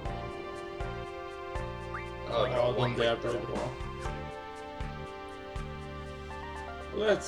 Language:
Swedish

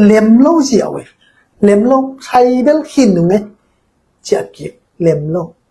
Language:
Tedim Chin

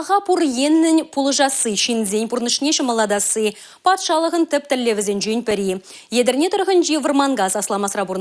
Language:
Chuvash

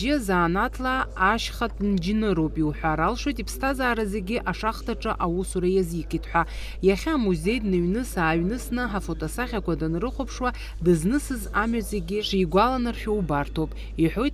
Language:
Abkhazian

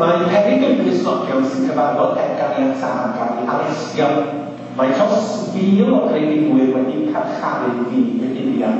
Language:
Welsh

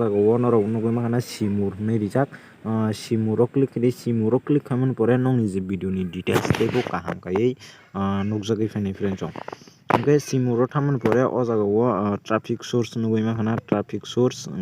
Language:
Kok Borok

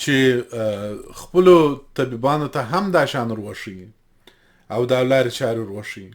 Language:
Pashto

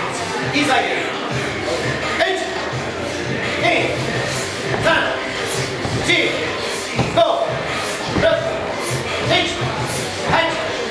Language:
Romanian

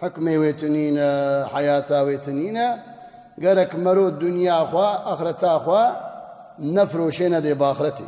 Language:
Kurdish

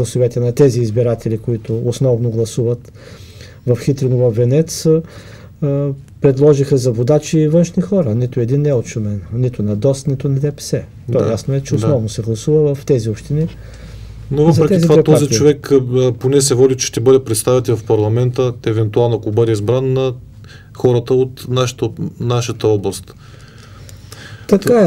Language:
Bulgarian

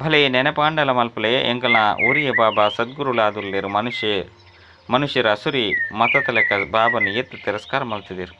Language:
Tulu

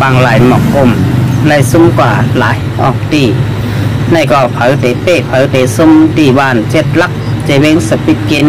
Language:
Shan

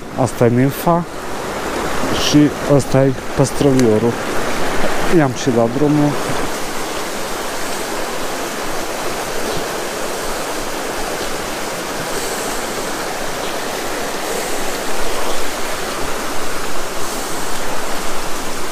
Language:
Romanian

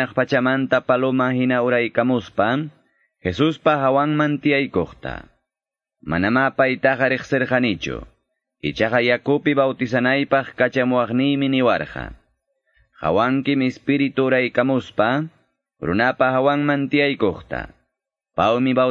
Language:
Quechua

